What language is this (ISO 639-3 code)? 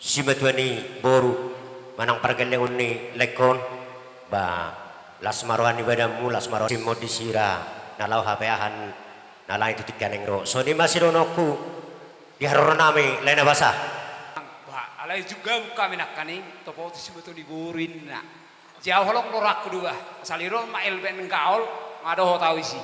bbc